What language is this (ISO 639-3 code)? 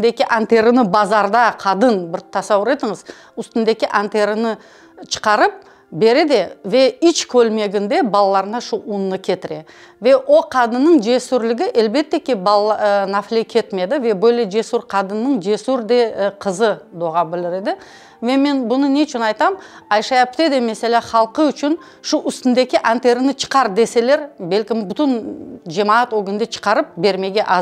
crh